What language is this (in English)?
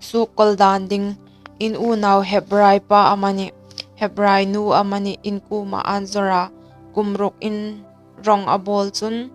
Hmar